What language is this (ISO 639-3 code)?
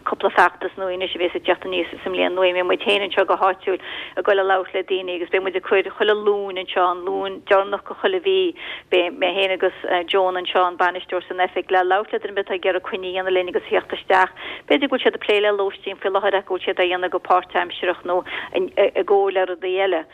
gle